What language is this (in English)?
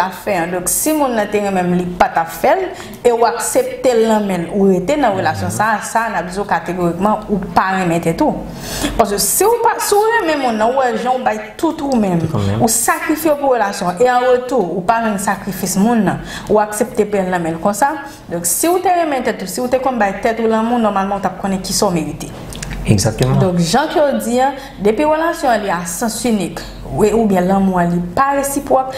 Haitian Creole